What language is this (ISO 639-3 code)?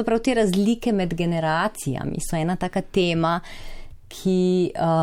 slv